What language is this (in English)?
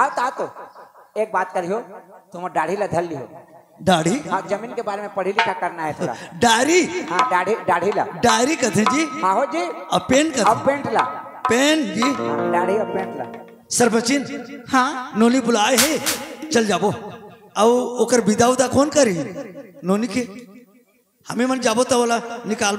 Chhattisgarhi